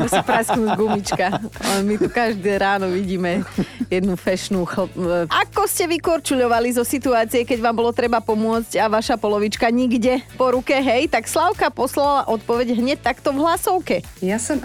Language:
Slovak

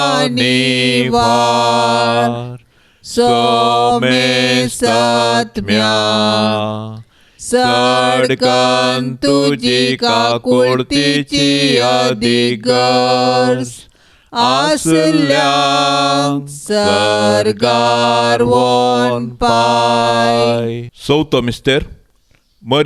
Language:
Konkani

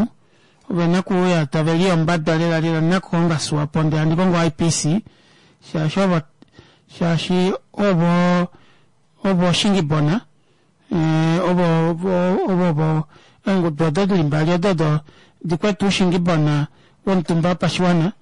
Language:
Kuanyama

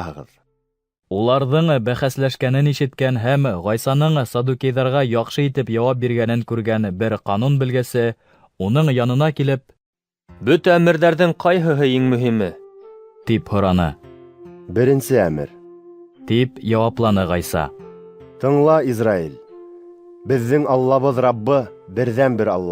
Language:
Bashkir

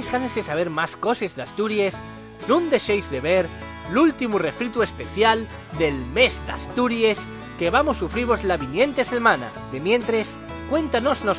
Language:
Asturian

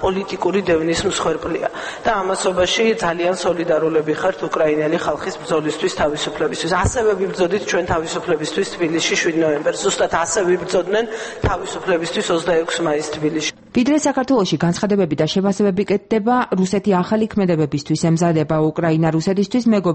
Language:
Georgian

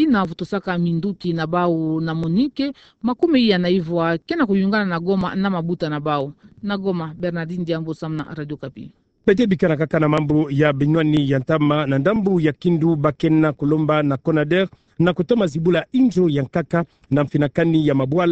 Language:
Kituba (Democratic Republic of Congo)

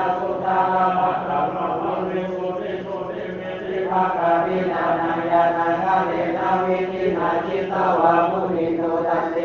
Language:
Pali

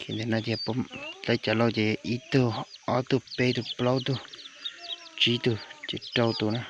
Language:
Hmong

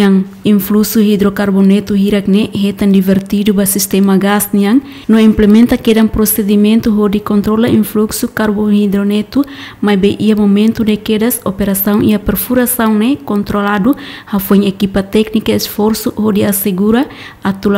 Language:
Tetum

